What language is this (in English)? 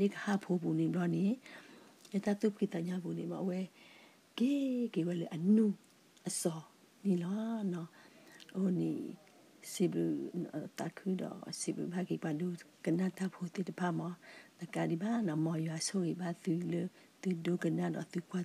S'gaw Karen